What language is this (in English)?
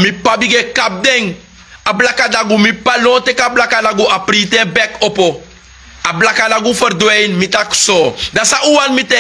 Sranan Tongo